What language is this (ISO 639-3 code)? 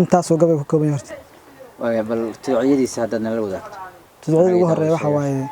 som